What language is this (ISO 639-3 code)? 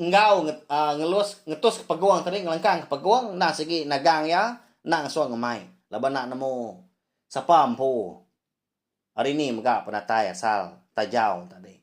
iba